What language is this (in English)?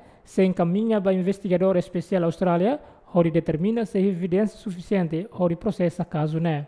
Tetum